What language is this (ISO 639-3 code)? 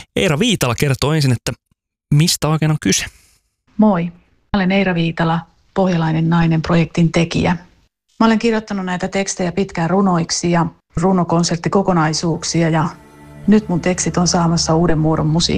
fin